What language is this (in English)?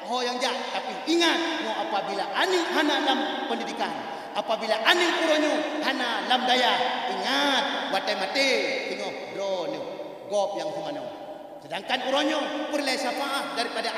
Achinese